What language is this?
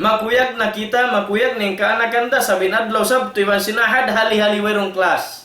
Tausug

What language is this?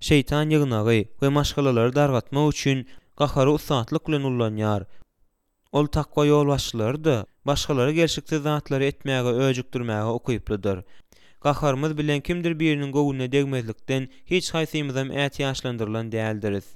Turkmen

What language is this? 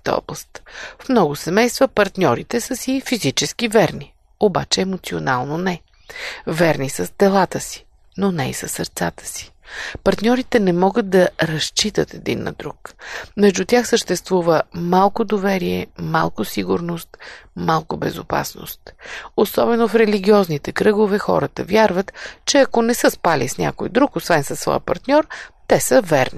Bulgarian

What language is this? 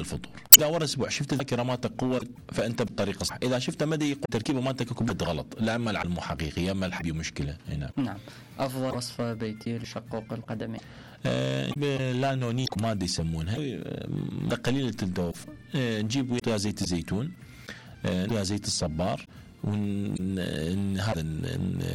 Mesopotamian Arabic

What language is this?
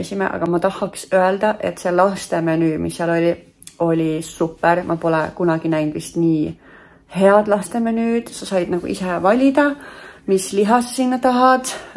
Estonian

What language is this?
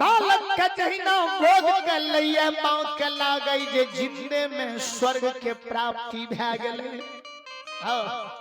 Maithili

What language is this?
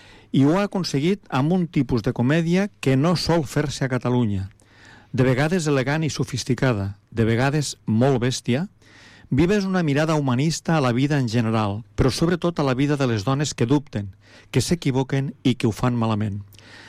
Catalan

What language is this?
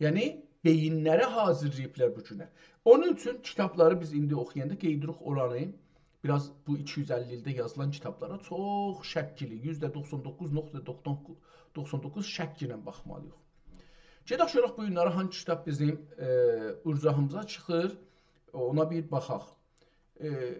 South Azerbaijani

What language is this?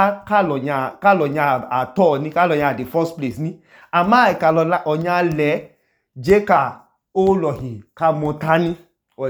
Idoma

